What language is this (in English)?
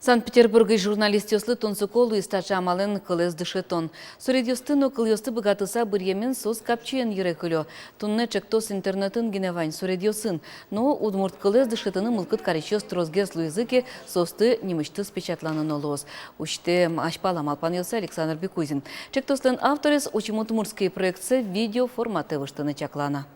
Udmurt